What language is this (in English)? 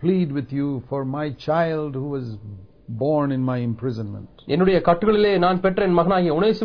Tamil